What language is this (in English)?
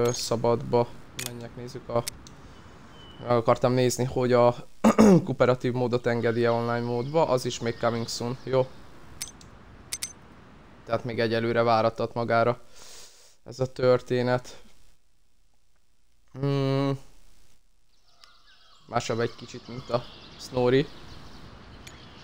Hungarian